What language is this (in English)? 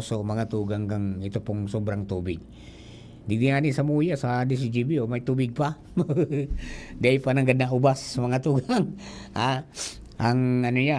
Bikol